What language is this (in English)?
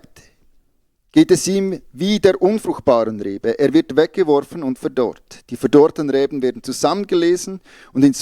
Swiss German